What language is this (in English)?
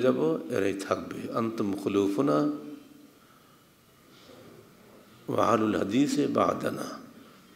Bangla